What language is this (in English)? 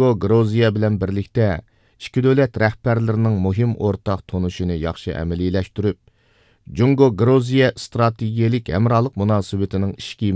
Uyghur